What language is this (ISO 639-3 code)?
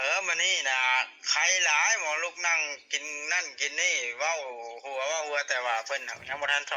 lao